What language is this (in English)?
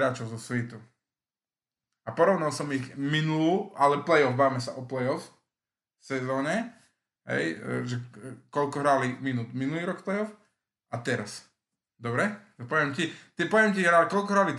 Slovak